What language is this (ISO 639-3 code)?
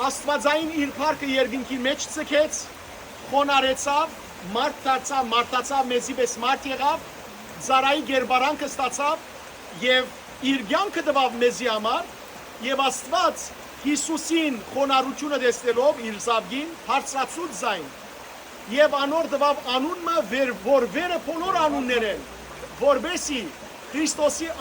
hyw